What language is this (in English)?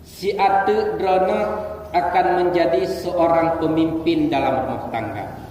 Achinese